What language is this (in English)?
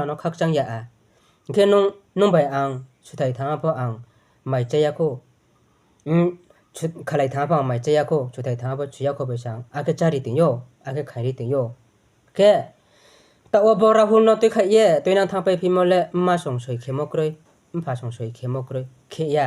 Riang (India)